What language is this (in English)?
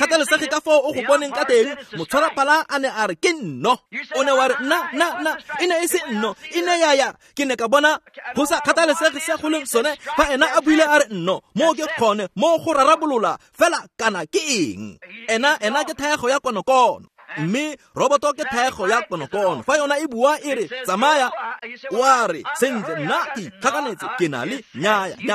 Tswana